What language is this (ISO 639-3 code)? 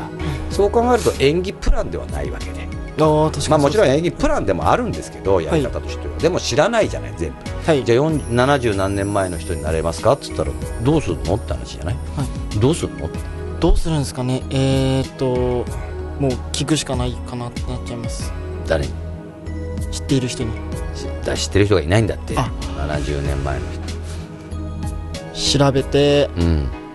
jpn